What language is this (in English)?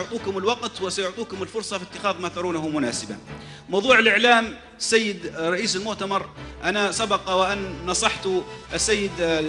Arabic